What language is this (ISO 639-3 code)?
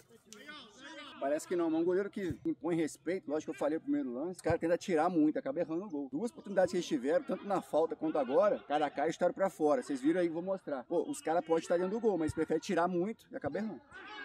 por